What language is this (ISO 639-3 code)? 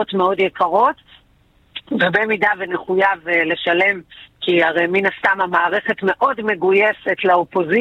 heb